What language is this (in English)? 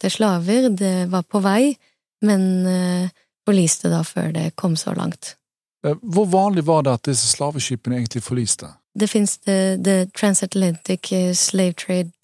Norwegian